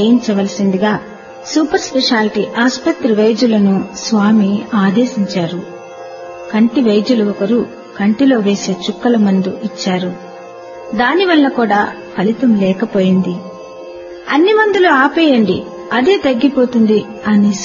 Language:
Telugu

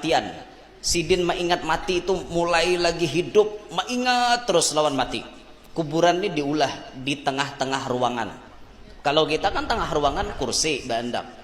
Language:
Banjar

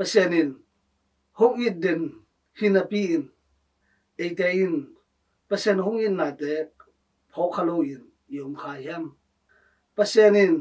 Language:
Tedim Chin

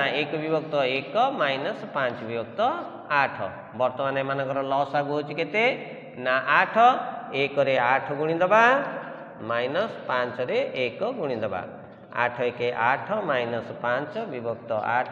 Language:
Odia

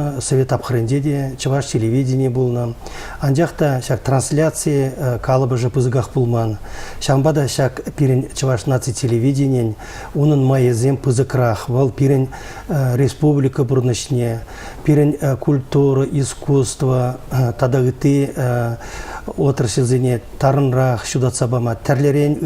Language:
Chuvash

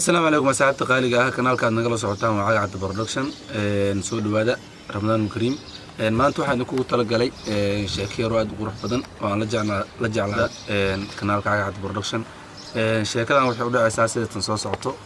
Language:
Somali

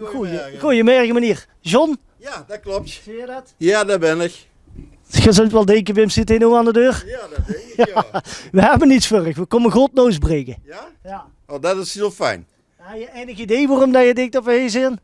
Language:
Limburgish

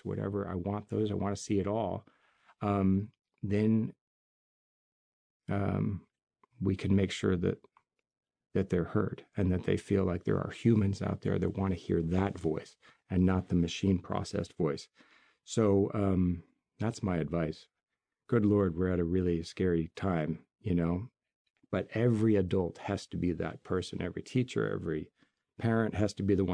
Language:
English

